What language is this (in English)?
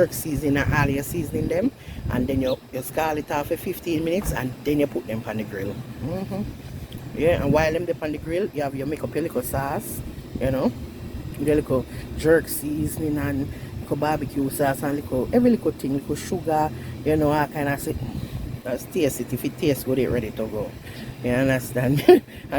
Jamaican Creole English